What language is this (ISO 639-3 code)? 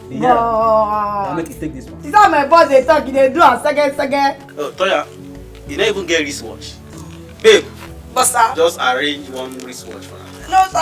pcm